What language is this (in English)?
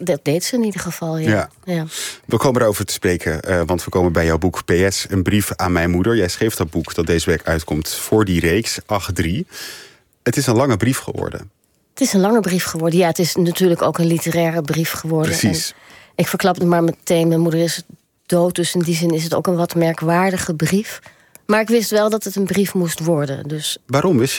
Dutch